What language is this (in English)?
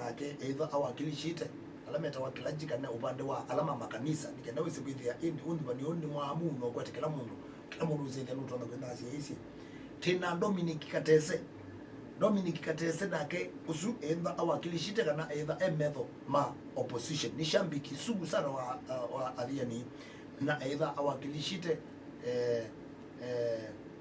Kamba